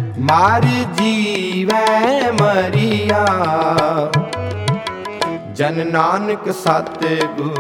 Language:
Punjabi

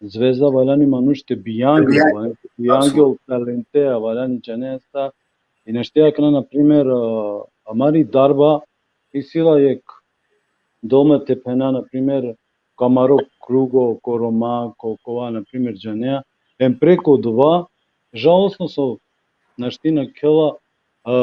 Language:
Balkan Romani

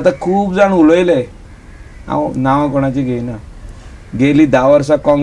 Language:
Konkani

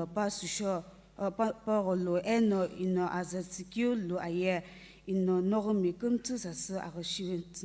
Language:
Sumi Naga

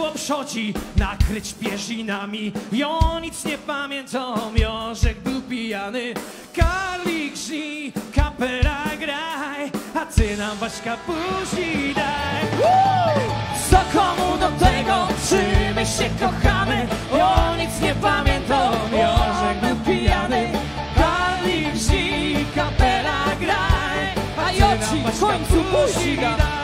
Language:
Silesian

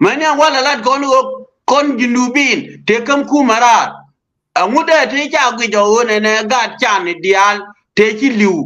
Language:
Nuer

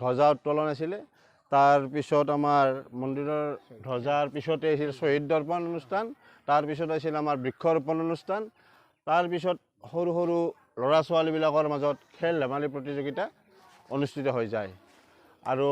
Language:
Assamese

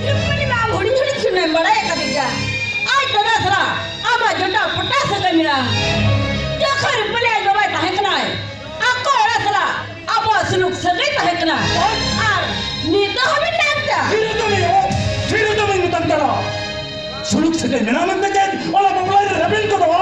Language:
Santali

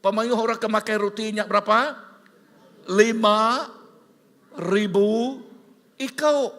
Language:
Iban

